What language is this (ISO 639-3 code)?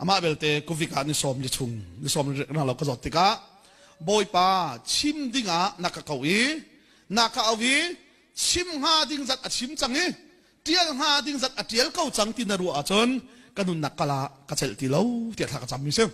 cnh